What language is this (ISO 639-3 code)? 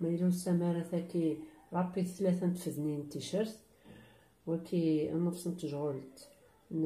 kab